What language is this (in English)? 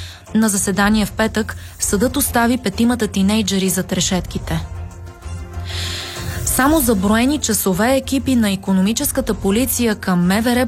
Bulgarian